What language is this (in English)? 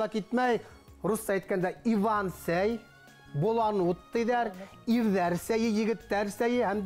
Bashkir